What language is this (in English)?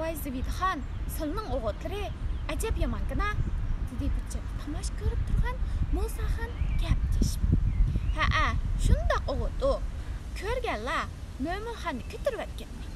Uyghur